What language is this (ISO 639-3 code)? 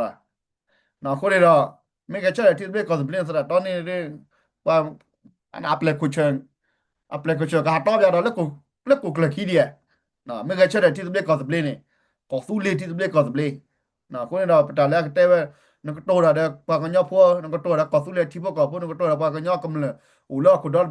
ksw